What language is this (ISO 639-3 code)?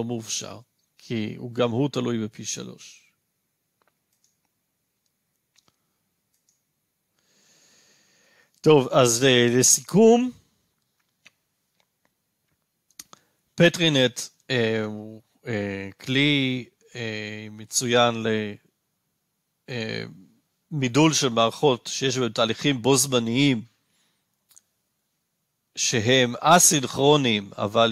heb